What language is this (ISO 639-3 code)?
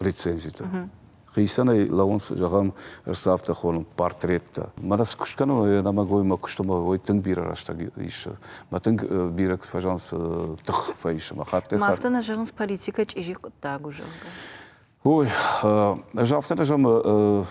oss